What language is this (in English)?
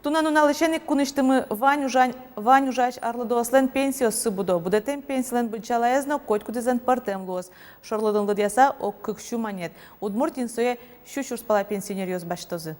Udmurt